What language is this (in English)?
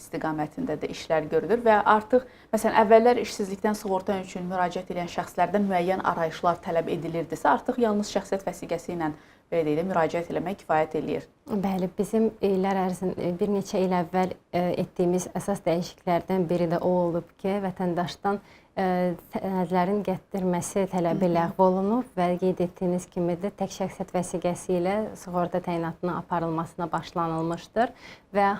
Azerbaijani